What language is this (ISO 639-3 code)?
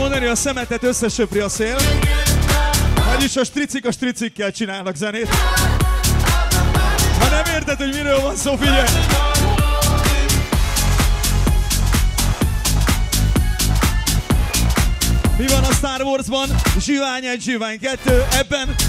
hun